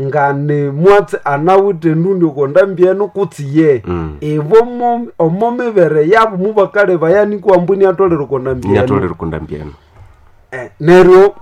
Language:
Nande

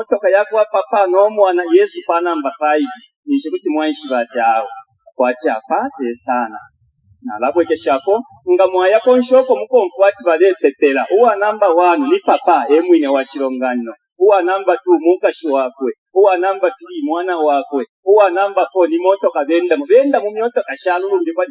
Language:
Bemba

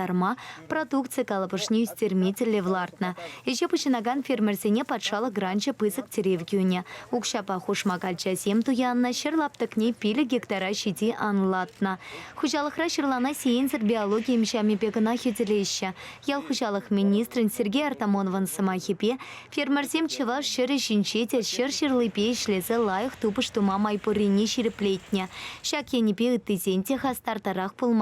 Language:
Chuvash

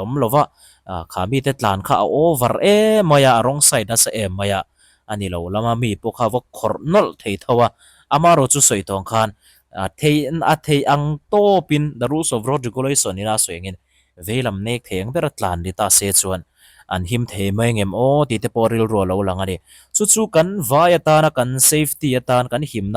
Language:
Mizo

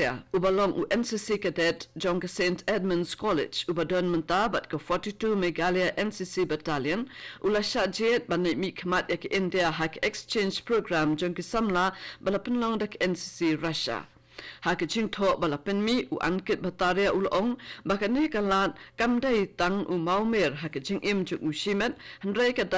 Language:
Khasi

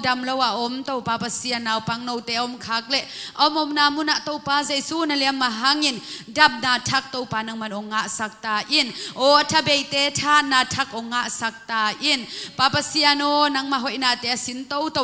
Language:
Tedim Chin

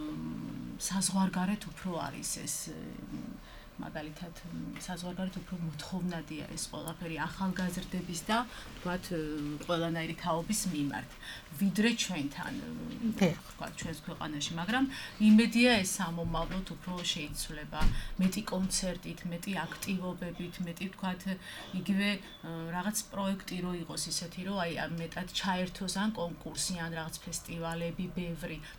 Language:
Georgian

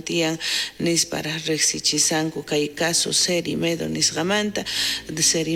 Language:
South Bolivian Quechua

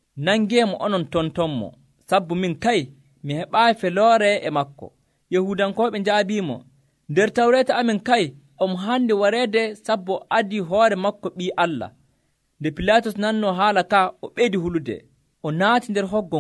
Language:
Nigerian Fulfulde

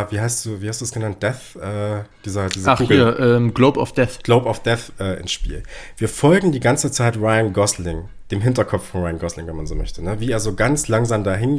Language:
German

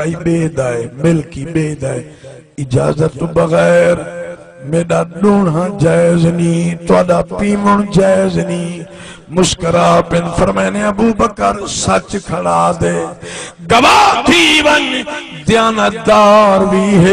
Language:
Saraiki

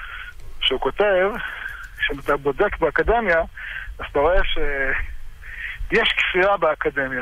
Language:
Hebrew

